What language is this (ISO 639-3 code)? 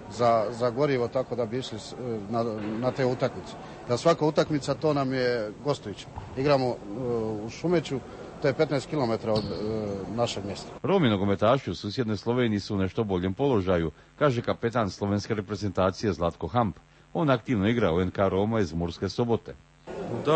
hrv